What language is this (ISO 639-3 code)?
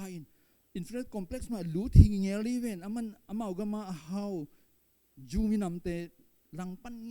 ctd